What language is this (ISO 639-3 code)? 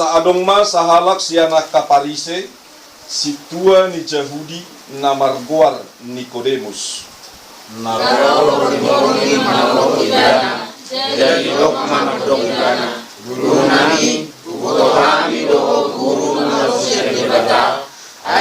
bbc